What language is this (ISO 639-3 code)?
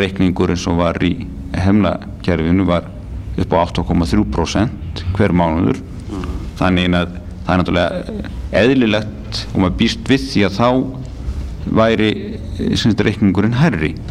isl